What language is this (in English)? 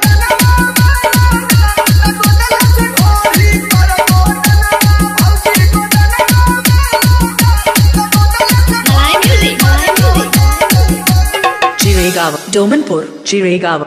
Bhojpuri